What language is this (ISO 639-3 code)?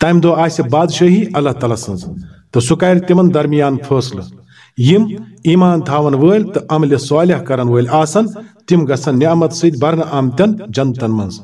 kas